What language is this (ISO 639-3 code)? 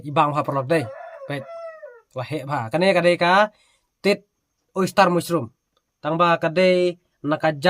kha